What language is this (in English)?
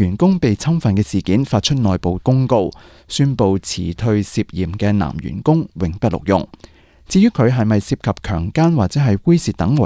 Cantonese